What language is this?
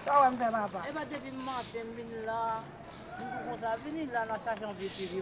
Haitian Creole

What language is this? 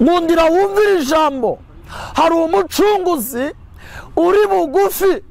Kinyarwanda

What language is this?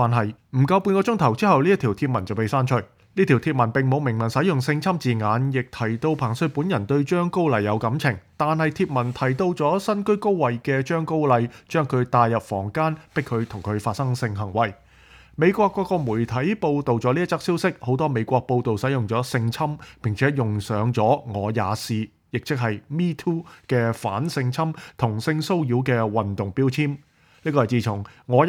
Cantonese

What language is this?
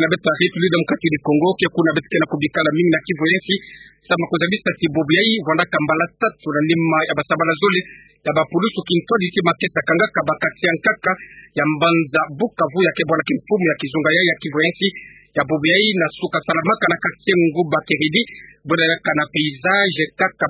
Kituba (Democratic Republic of Congo)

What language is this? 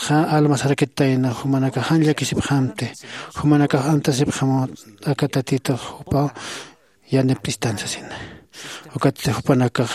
Aymara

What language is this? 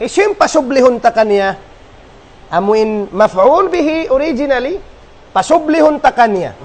Tausug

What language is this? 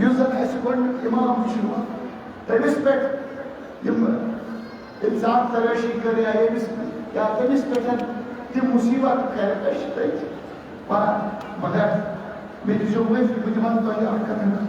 Kashmiri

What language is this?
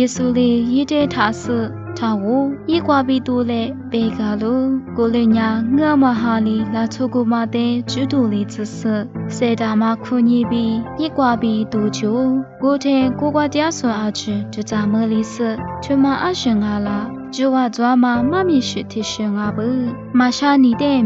Lisu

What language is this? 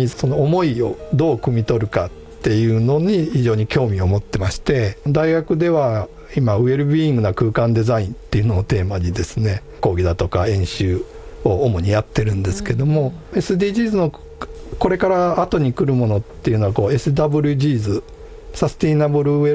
Japanese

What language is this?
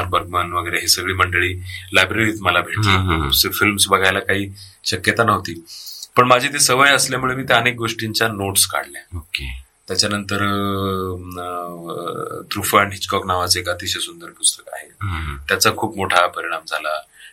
Marathi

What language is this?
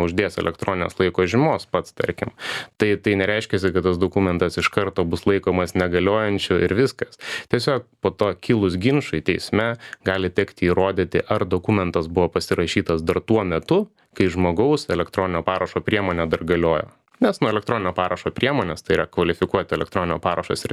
Lithuanian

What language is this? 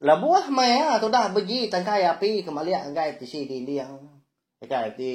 Iban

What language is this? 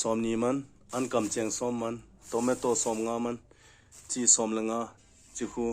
Thado Chin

